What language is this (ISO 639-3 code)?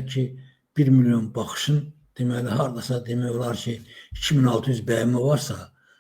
aze